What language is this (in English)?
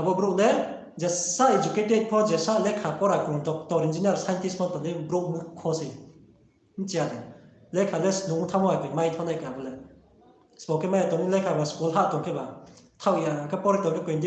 Riang (India)